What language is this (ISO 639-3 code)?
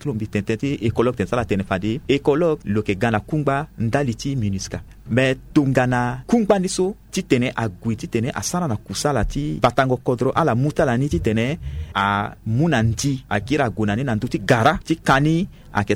sag